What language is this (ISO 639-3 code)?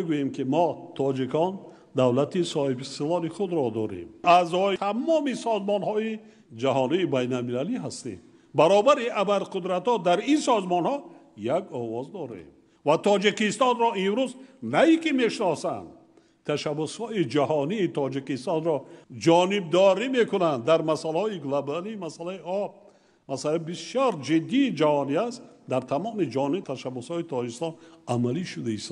tgk